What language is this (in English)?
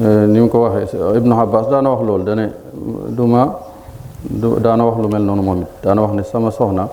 Wolof